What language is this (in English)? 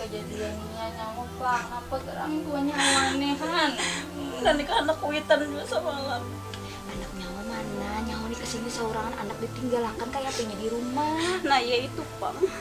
Banjar